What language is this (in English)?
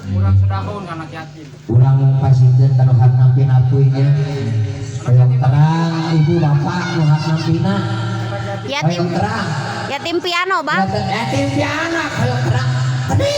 Sundanese